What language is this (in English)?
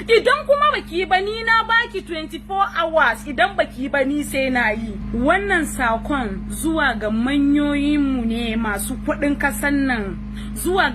Hausa